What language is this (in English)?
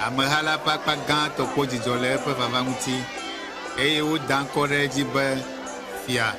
Ewe